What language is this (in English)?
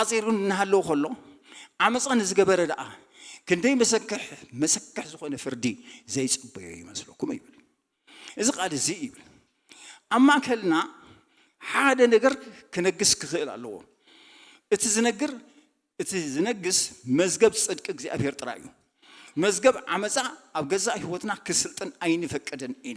Tigrinya